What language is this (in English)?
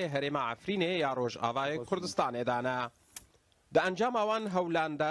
Kurdish